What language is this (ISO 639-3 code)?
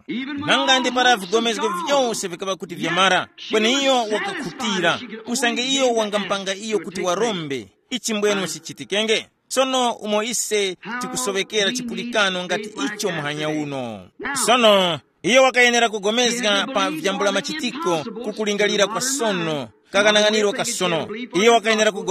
tum